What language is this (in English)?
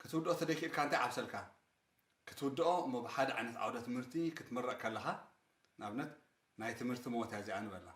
Tigrinya